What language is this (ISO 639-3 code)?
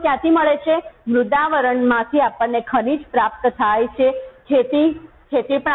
guj